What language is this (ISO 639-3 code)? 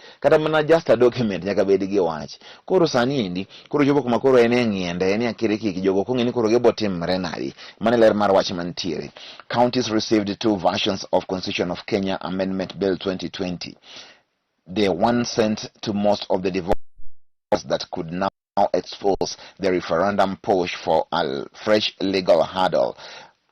luo